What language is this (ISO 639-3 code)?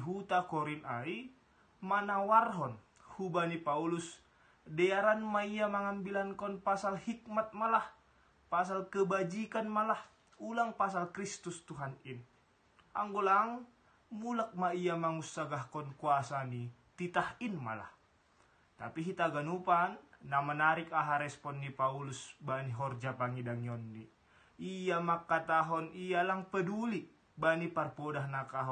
bts